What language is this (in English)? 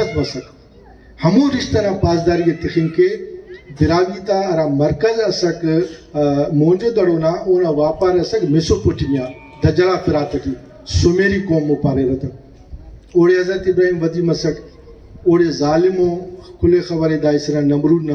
Brahui